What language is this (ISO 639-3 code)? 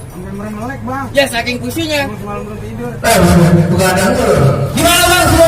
bew